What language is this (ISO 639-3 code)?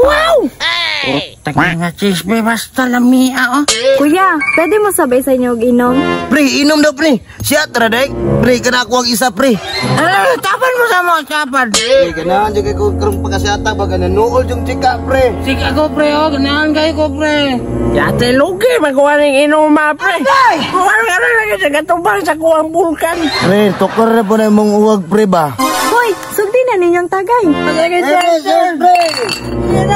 ceb